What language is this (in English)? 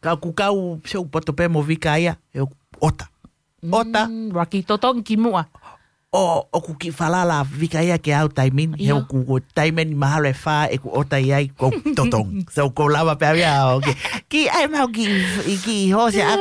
Tongan